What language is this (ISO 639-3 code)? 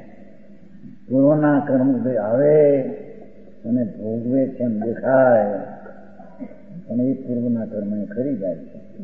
guj